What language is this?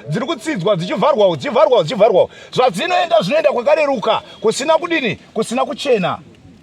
Shona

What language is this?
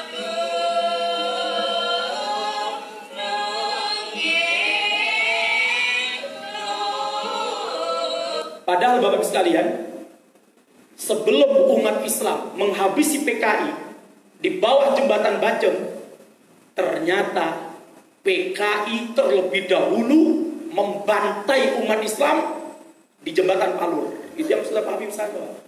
Indonesian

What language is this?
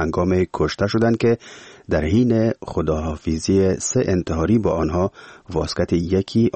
Persian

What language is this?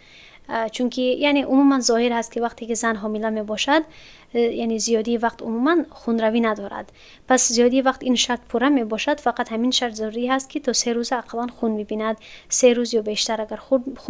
Tajik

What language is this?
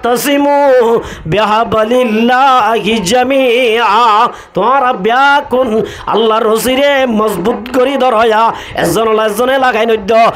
Rohingya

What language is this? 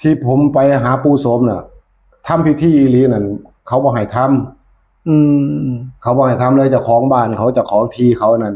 Northeastern Thai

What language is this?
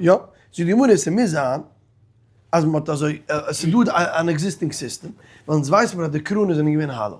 Yiddish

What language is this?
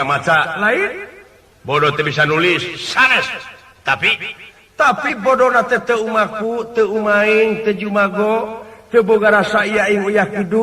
Sundanese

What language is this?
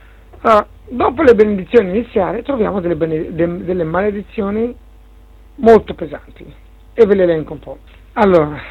Italian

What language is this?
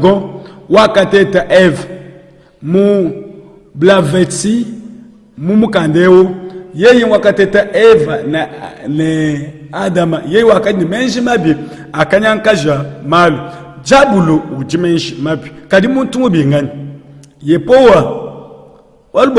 Luba-Lulua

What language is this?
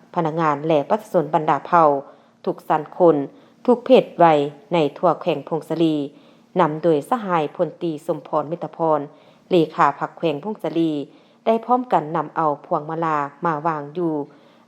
Lao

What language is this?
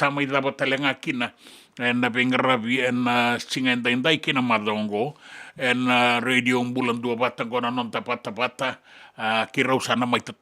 Fijian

